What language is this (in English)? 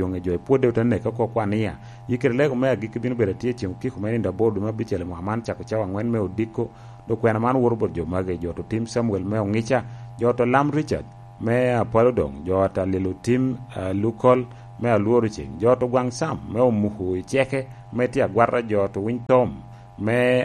Lango (Uganda)